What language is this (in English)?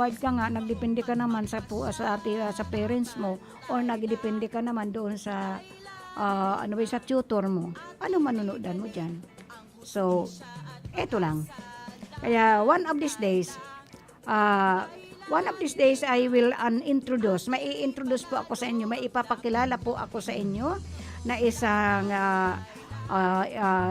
Bikol